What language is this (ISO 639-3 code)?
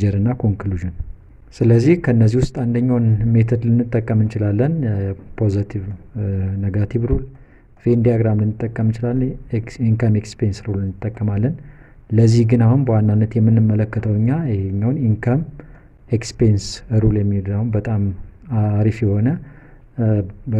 amh